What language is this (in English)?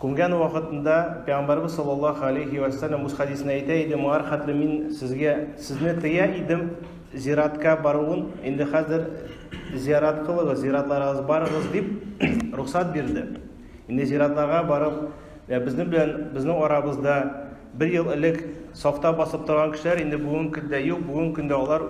Tatar